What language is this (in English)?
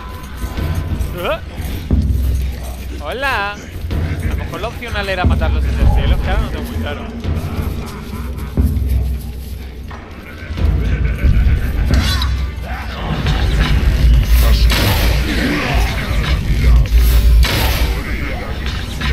Spanish